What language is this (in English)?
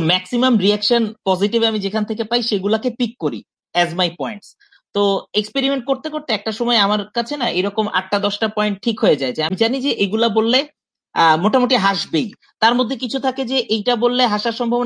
Bangla